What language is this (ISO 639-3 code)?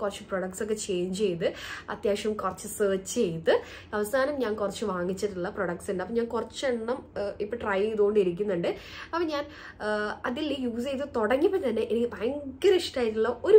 mal